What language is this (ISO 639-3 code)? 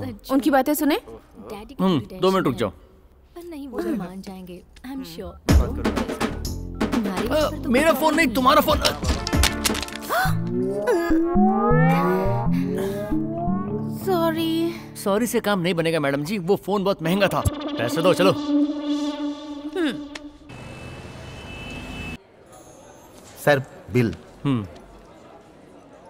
hin